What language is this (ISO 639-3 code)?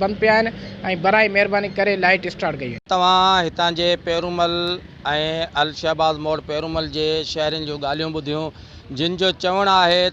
snd